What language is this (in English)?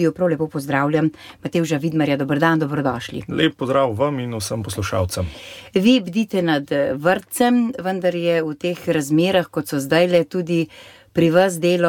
Slovenian